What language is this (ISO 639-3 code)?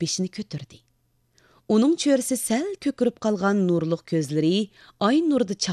uig